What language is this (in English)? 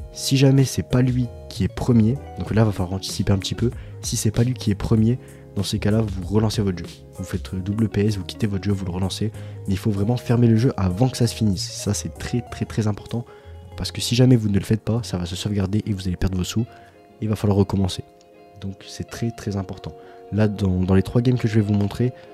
French